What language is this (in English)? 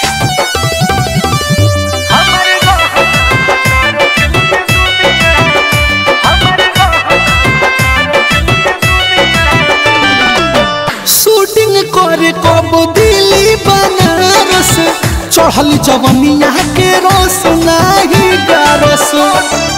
Bhojpuri